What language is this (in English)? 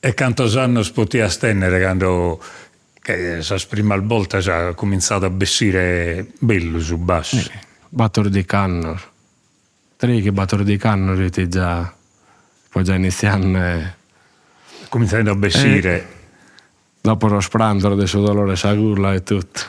Sardinian